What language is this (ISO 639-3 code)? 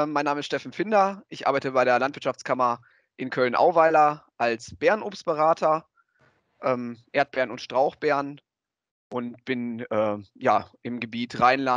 deu